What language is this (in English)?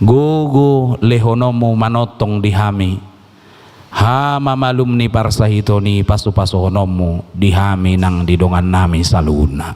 Batak Toba